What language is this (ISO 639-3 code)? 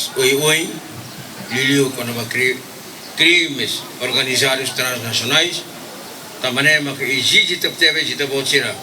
tet